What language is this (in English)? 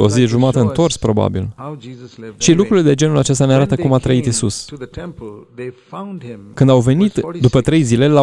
Romanian